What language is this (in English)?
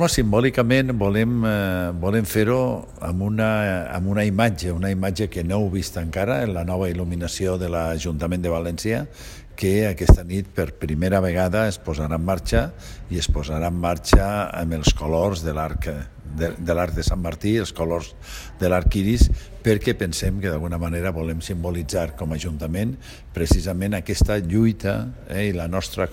Catalan